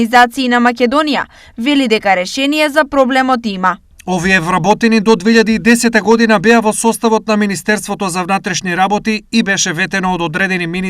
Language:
Macedonian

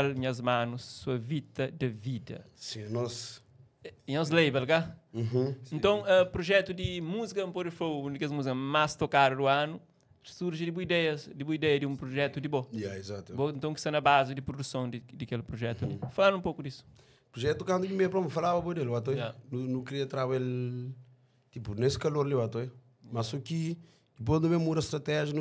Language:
Kabuverdianu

